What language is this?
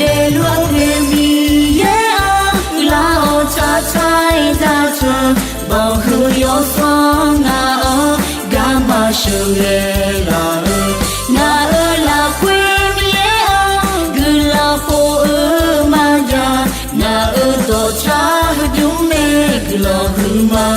Akha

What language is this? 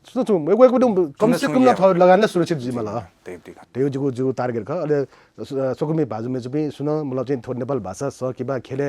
Newari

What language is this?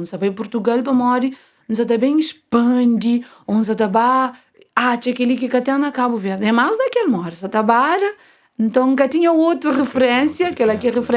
Kabuverdianu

